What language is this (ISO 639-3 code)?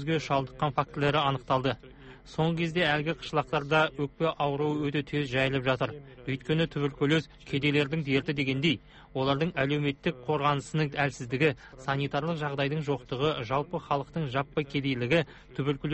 kaz